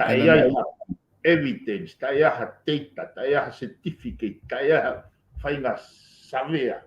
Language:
Tongan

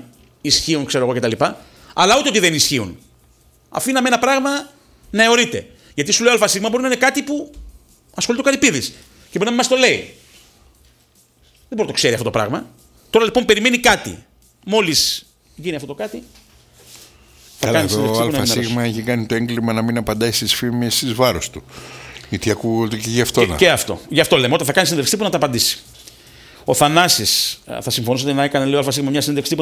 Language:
Greek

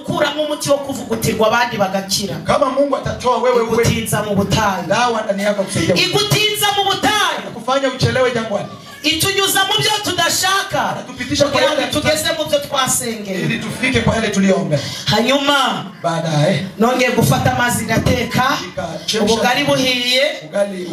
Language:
Kinyarwanda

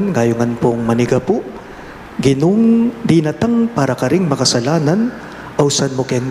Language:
Pampanga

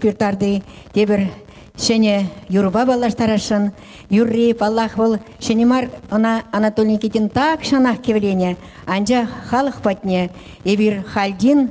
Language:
Chuvash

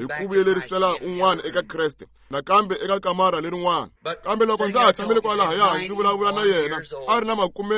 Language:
Tsonga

